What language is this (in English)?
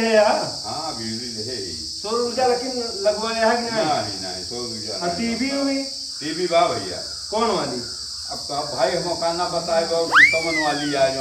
Awadhi